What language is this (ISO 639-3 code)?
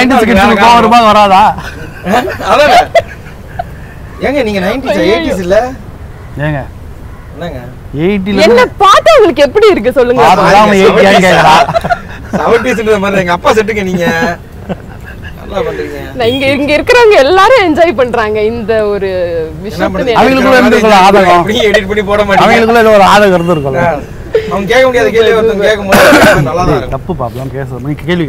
tam